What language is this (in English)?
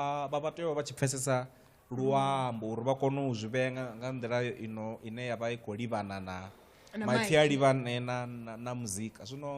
Venda